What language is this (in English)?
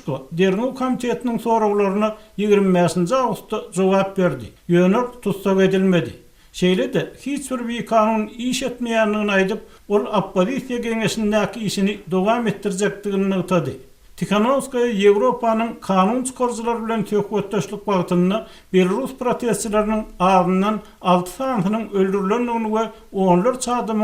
Turkmen